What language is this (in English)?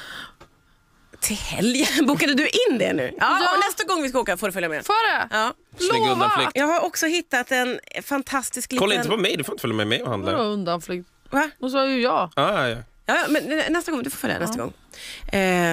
Swedish